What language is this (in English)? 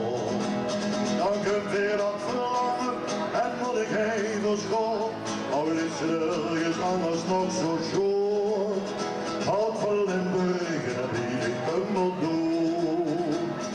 Limburgish